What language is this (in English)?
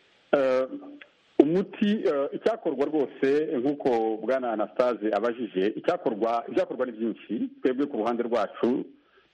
Kinyarwanda